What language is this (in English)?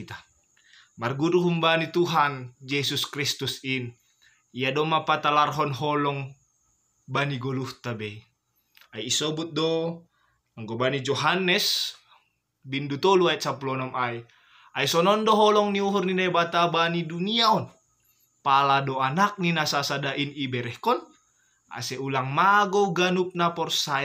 Batak Simalungun